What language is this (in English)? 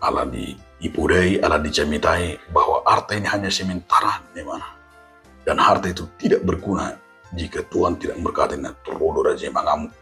Batak Toba